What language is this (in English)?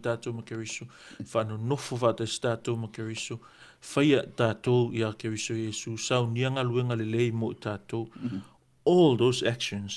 Samoan